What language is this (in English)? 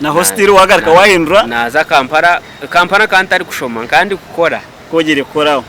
Nyankole